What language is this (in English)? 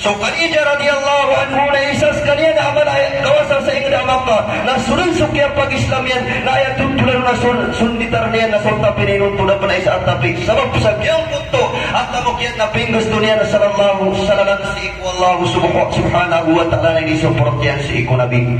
Maranao